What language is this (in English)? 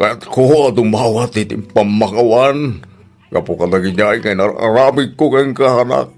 Iloko